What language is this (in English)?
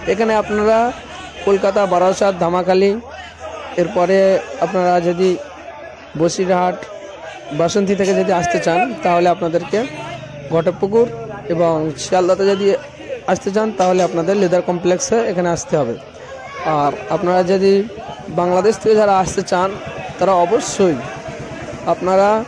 Bangla